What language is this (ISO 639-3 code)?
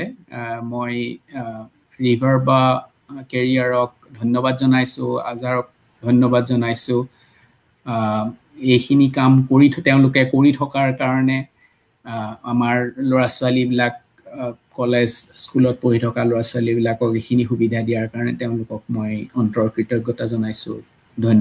asm